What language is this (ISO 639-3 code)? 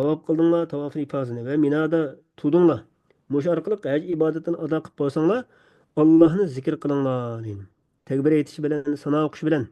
uig